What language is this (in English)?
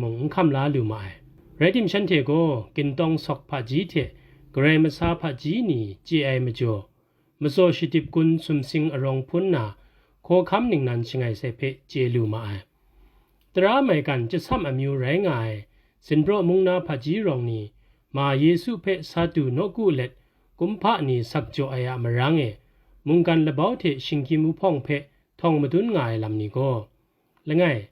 Kachin